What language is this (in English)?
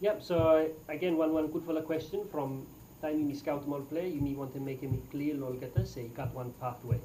Bislama